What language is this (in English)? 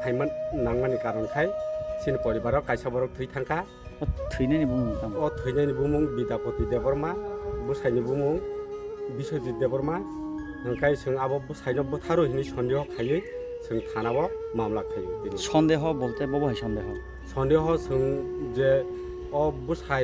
Kok Borok